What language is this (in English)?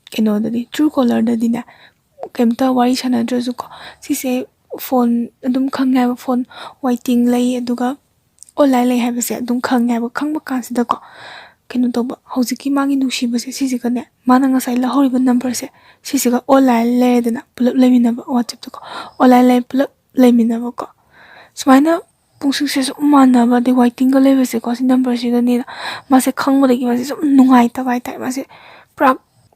Manipuri